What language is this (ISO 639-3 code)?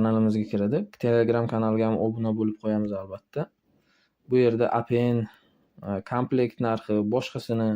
uzb